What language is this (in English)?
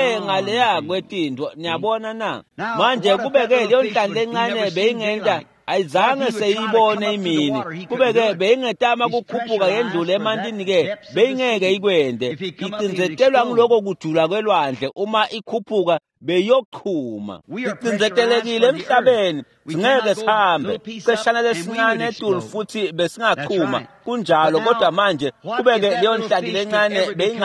Swati